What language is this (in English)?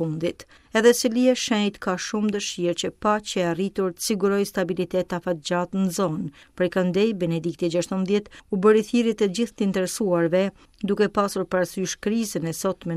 Albanian